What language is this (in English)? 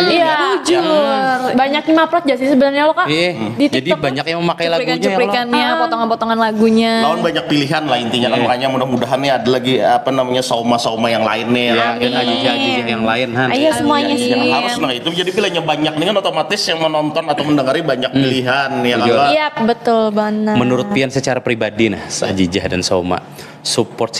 Banjar